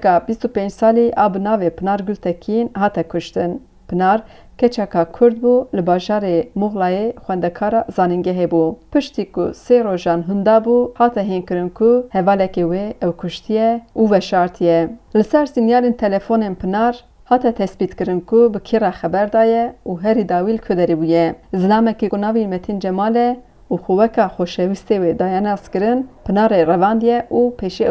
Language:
Kurdish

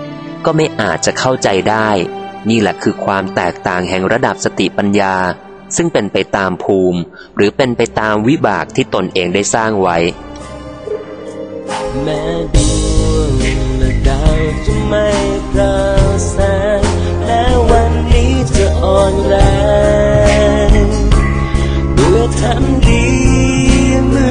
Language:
Thai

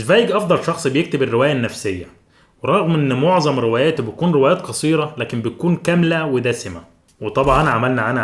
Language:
Egyptian Arabic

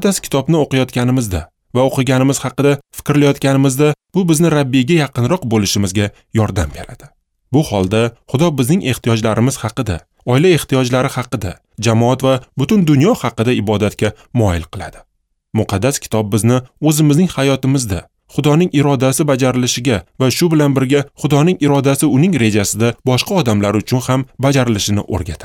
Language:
Uzbek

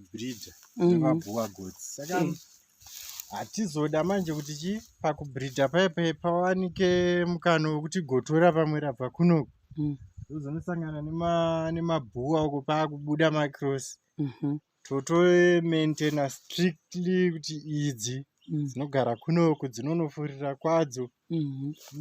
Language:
Shona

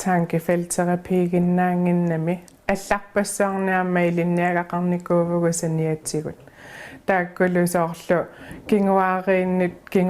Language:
Kalaallisut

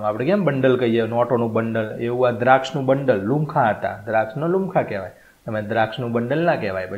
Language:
Gujarati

